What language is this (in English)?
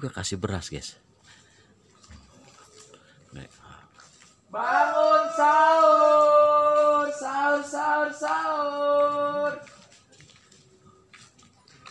Indonesian